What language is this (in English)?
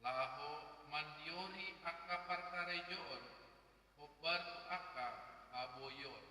Batak Toba